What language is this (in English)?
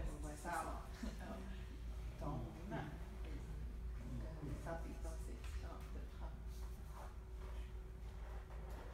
Chinese